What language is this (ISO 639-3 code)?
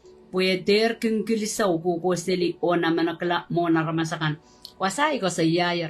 pon